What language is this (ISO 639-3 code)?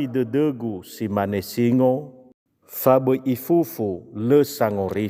nia